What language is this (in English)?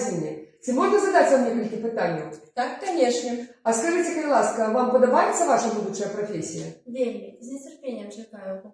Belarusian